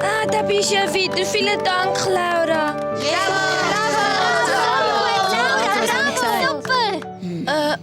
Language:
Swiss German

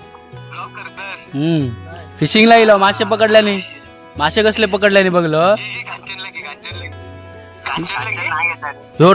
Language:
Konkani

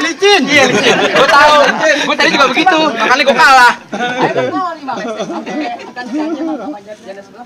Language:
Betawi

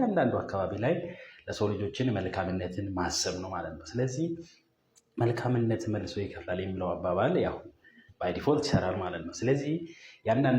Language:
Amharic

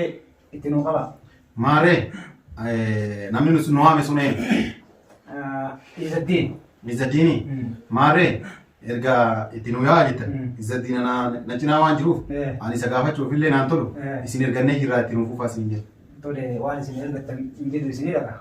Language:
Oromo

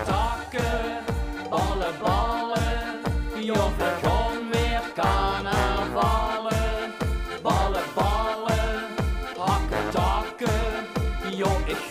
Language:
Limburgish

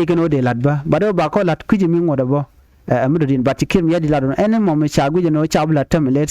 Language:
Nuer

